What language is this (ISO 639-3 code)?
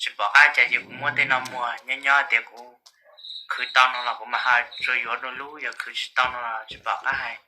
hmn